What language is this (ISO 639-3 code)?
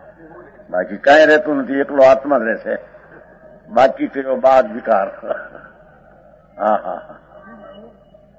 guj